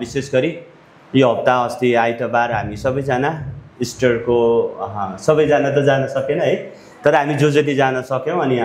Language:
Nepali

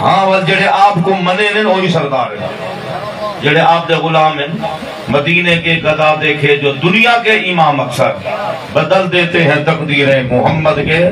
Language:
Saraiki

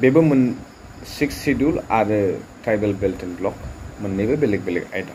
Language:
Bodo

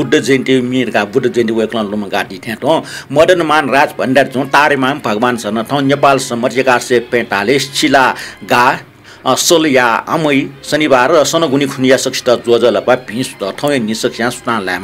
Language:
Newari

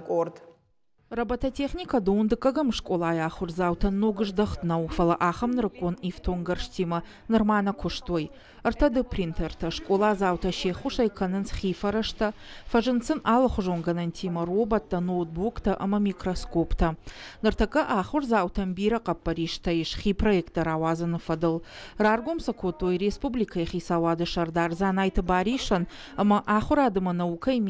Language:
Ossetic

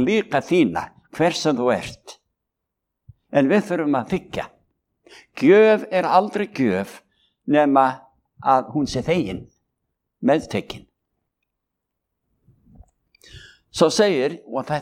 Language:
Icelandic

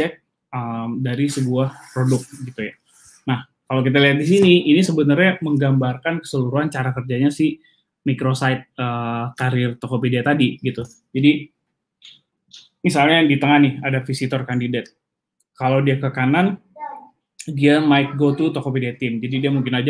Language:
Indonesian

